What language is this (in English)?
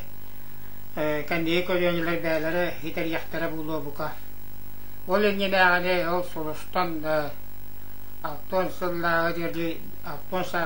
Yakut